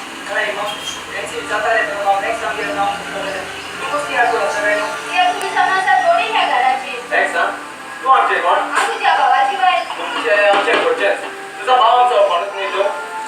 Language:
Konkani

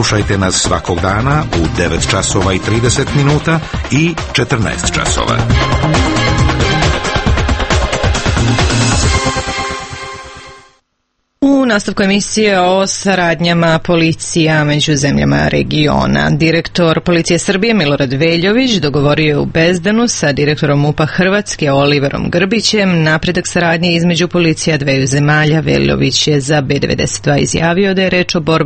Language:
Serbian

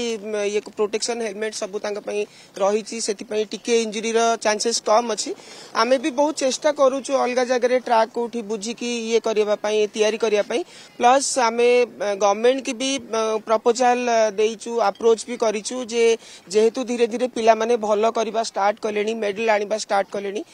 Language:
Odia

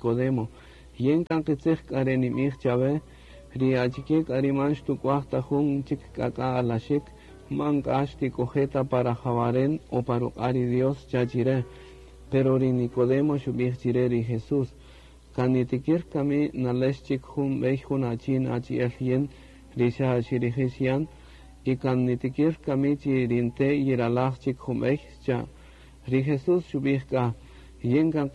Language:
Kaqchikel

